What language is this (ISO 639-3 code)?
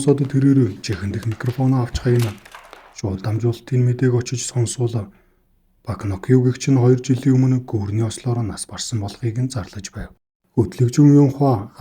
mon